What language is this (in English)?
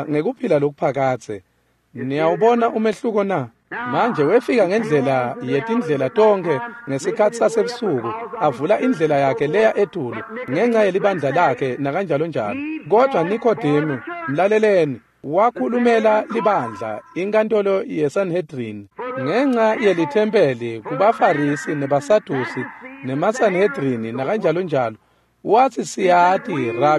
Swati